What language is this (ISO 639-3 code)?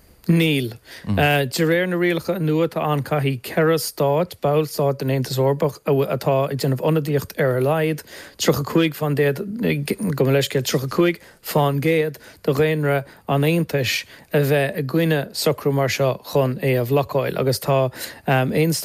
gle